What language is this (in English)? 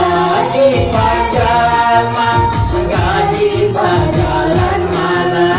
Minangkabau